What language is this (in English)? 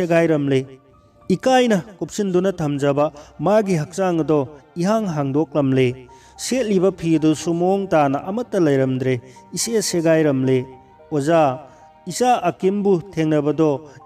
Manipuri